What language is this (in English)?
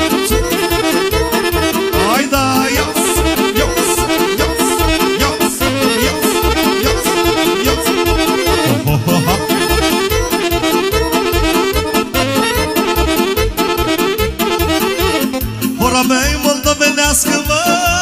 Romanian